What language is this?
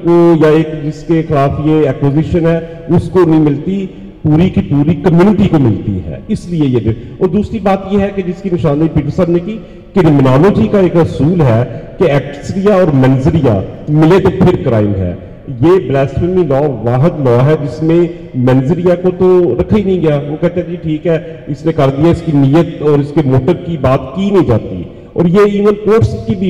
Urdu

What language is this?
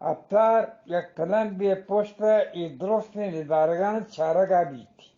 Eastern Balochi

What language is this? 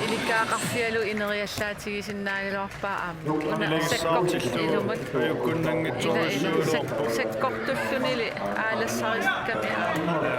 Kalaallisut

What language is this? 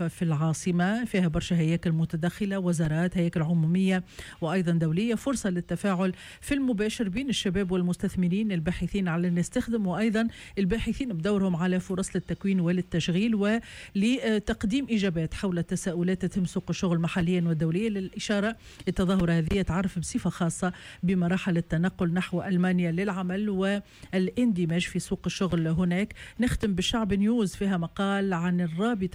Tunisian Arabic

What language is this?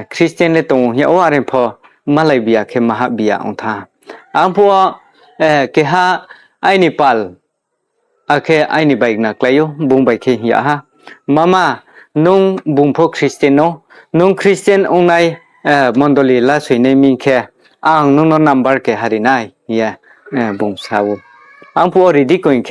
Riang (India)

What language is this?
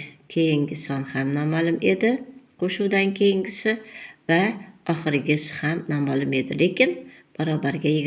Uzbek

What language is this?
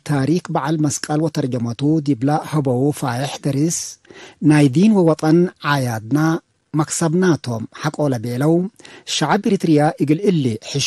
Tigre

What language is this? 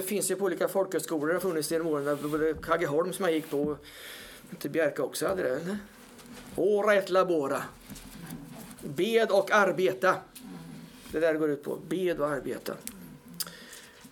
Swedish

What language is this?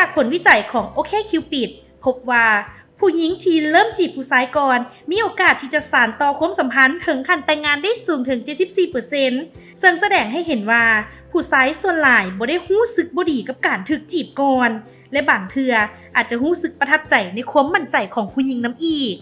Lao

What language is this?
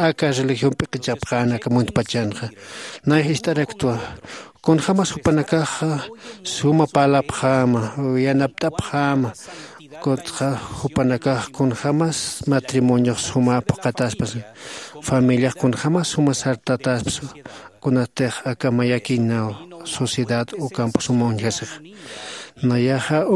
Aymara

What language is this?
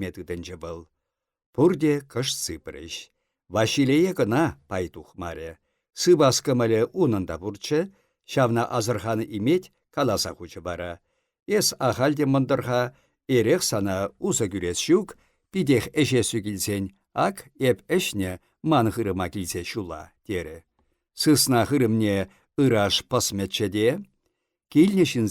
Chuvash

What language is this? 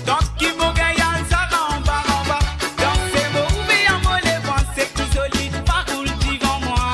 Morisyen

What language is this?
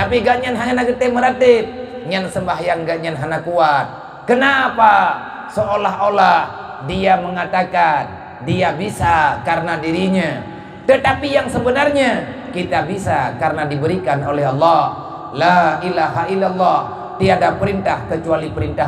Achinese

